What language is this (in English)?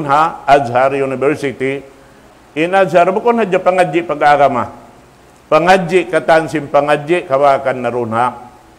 Tausug